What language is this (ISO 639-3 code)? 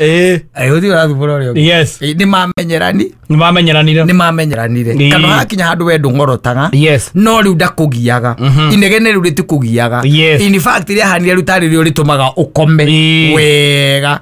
kik